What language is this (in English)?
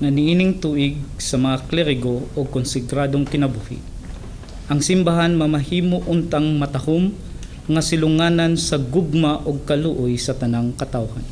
Cebuano